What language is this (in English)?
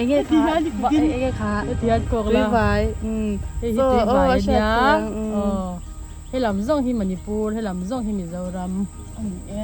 Mizo